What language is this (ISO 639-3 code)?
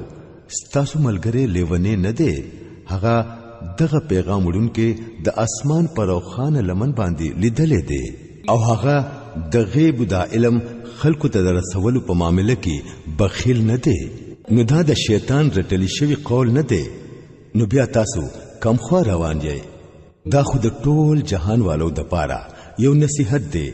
pus